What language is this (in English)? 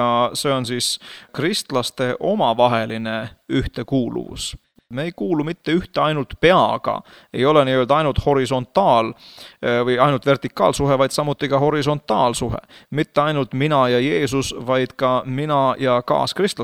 Estonian